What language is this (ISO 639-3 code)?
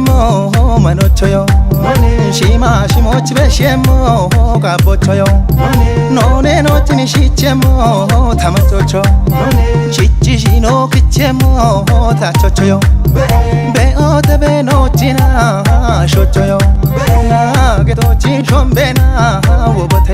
kbr